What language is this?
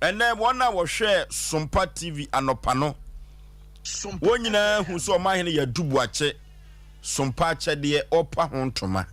Akan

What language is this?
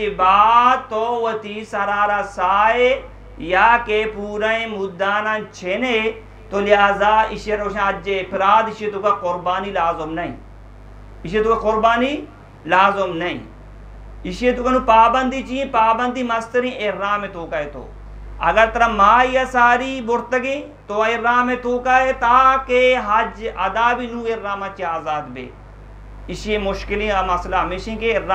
Eastern Balochi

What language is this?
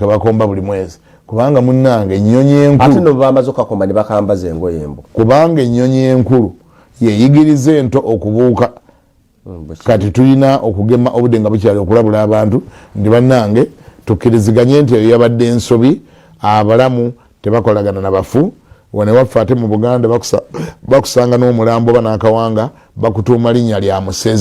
Ganda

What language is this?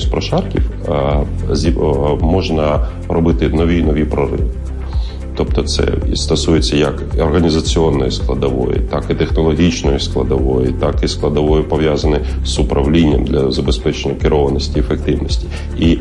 Ukrainian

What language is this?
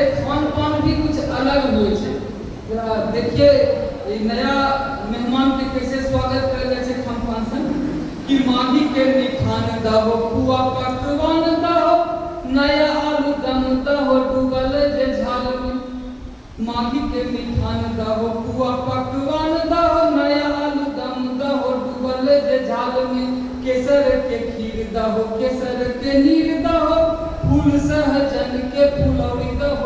Angika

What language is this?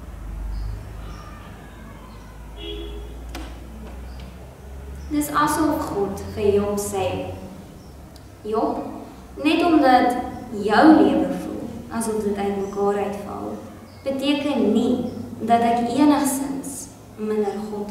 Afrikaans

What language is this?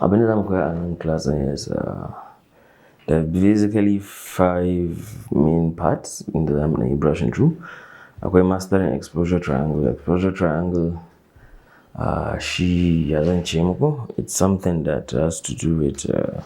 Hausa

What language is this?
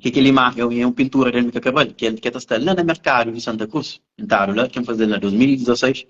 Kabuverdianu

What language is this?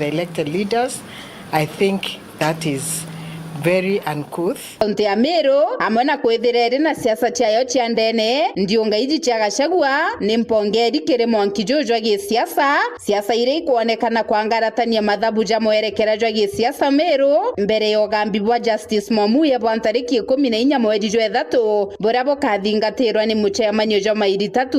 Meru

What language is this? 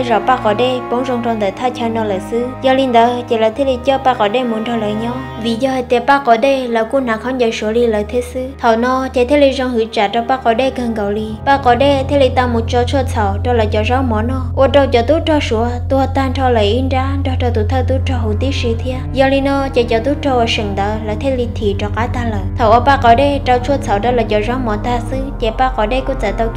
Hmong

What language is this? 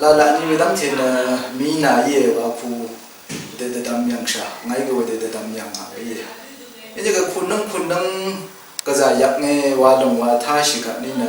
Rawang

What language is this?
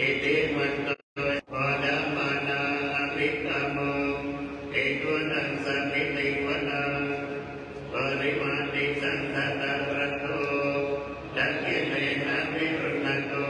Pali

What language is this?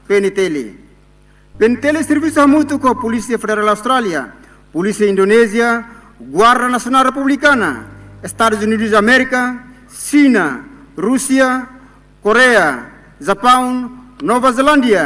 Tetum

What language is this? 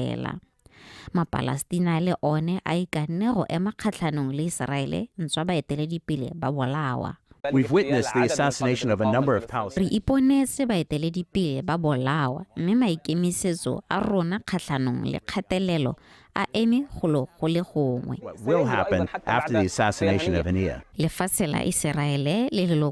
Tswana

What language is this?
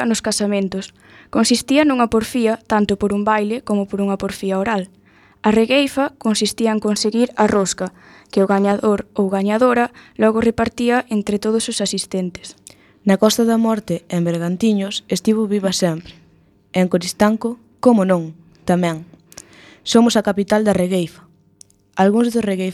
Galician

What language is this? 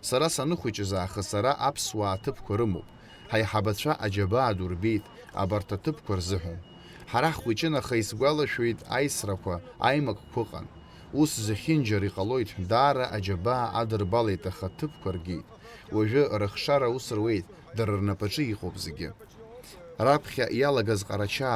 Abkhazian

